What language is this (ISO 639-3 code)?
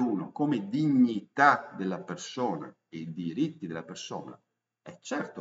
ita